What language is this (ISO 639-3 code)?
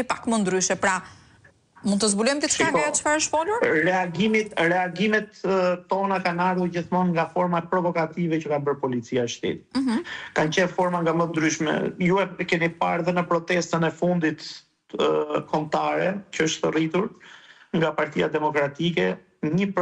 sqi